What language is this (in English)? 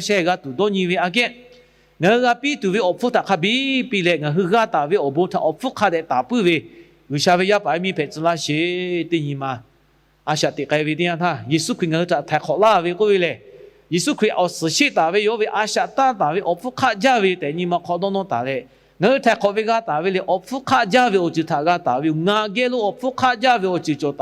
Lahu